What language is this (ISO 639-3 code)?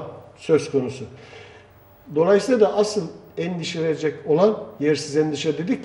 tur